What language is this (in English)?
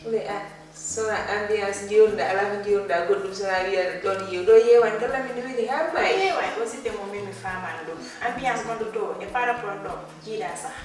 Fula